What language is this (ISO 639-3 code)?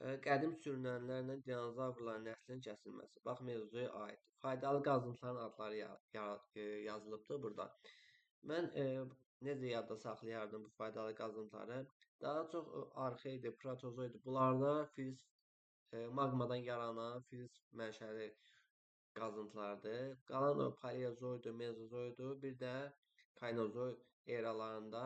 aze